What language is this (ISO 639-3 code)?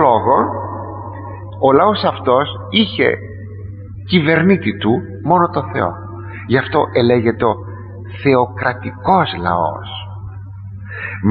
ell